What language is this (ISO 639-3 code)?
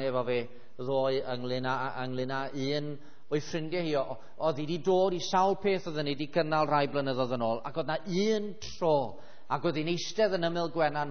cym